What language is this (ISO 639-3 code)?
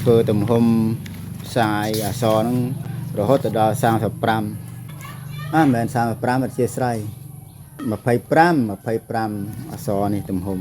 khm